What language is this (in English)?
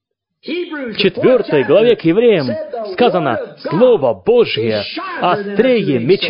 Russian